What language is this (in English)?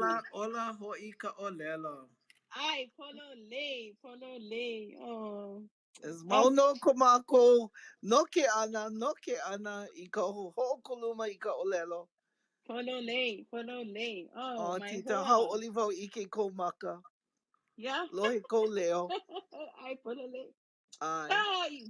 Hawaiian